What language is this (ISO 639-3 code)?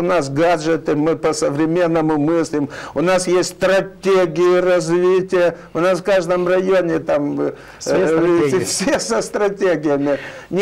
rus